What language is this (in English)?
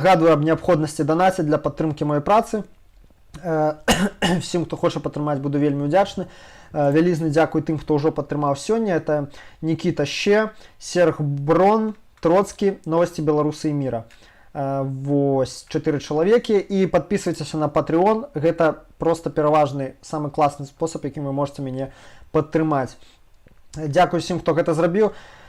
Belarusian